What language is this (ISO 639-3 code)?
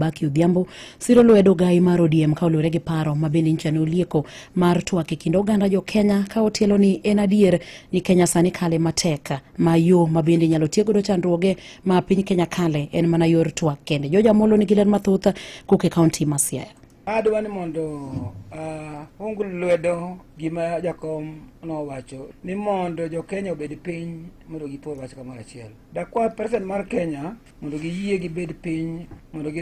luo